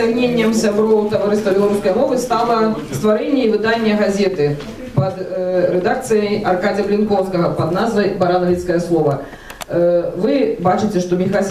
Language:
Belarusian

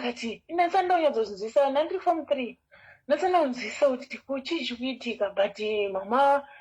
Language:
Shona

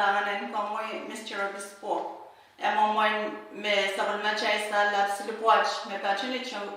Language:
Pohnpeian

